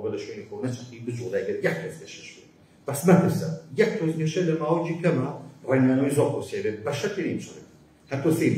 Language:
Central Kurdish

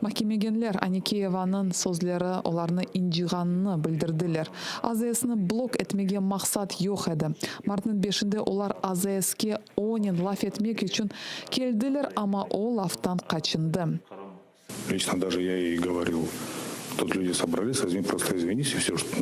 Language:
Crimean Tatar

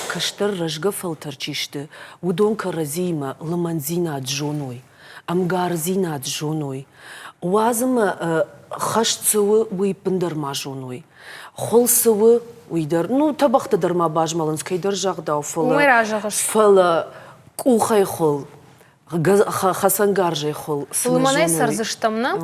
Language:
Ossetic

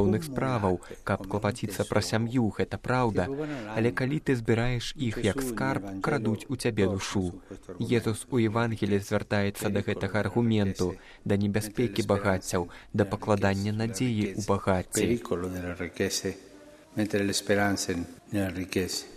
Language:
Belarusian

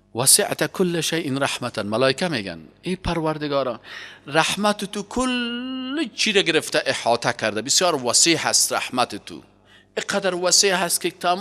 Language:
Persian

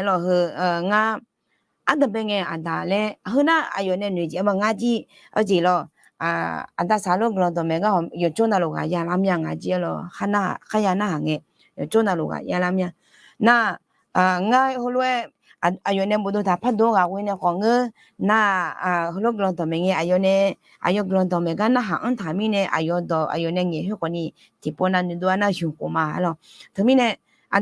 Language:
Akha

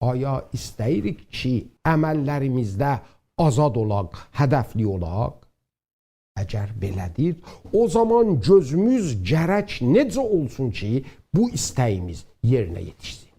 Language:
South Azerbaijani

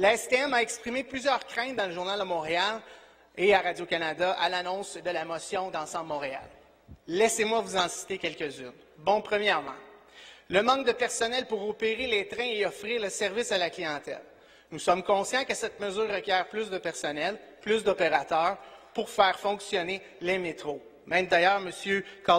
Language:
French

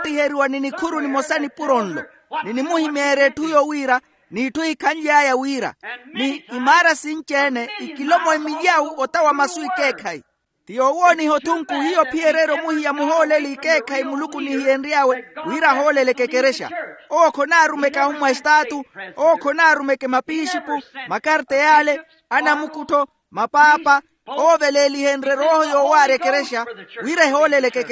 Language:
Makhuwa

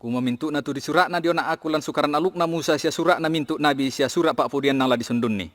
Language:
Toraja-Sa'dan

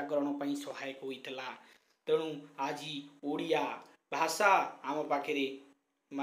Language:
Odia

